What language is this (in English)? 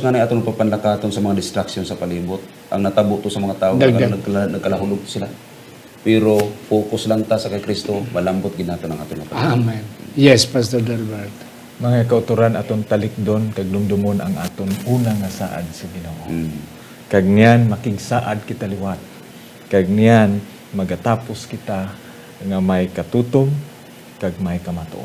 Hiligaynon